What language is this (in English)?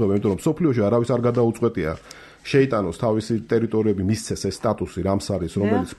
Georgian